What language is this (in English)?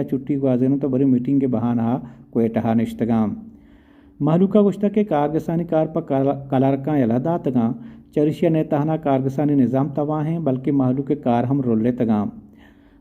Baluchi